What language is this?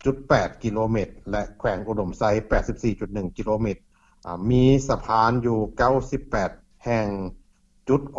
Lao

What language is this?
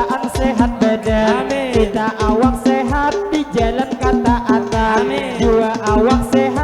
Banjar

